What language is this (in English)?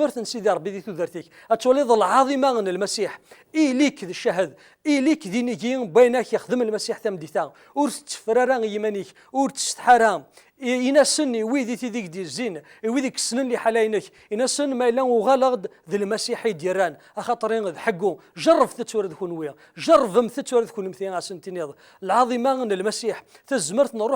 Kabyle